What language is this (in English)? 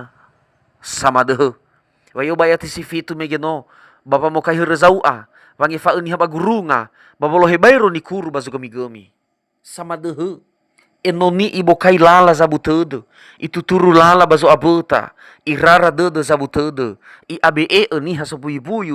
Nias